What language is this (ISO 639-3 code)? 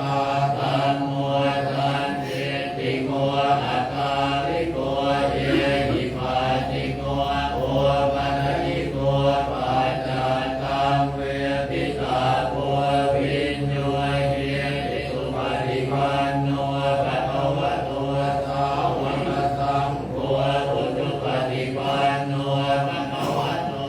pli